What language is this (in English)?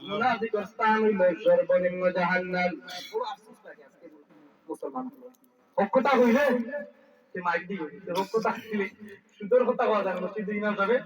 Sylheti